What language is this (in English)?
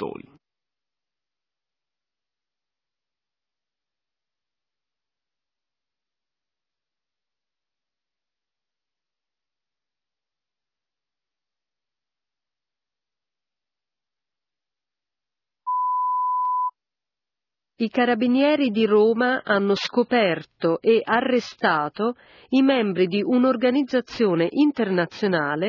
Italian